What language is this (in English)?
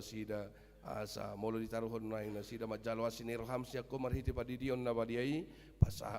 Batak Toba